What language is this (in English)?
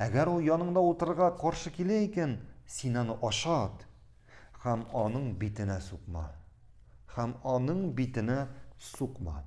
Tatar